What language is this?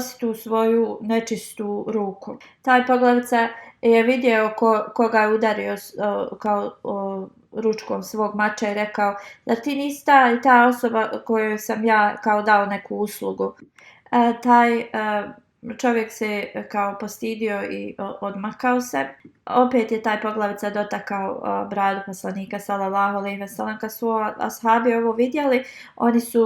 Bosnian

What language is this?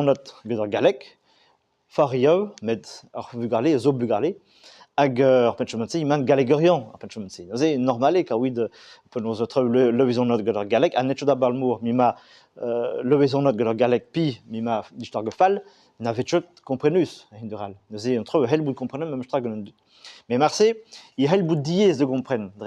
Breton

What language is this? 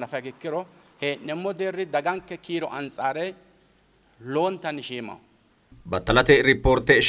Sidamo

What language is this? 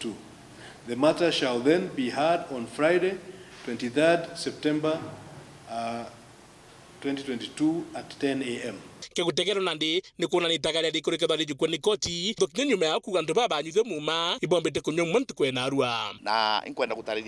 Meru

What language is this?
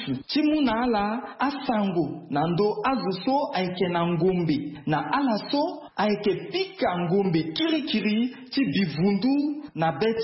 Sango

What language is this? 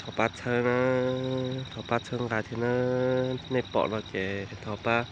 Hmong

